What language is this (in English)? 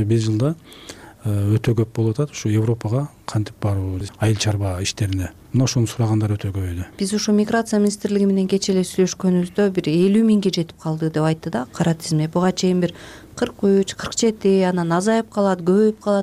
Kyrgyz